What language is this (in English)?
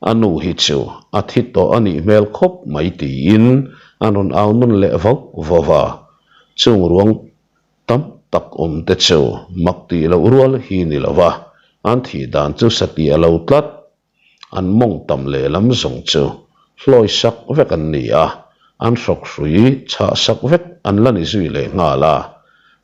Mizo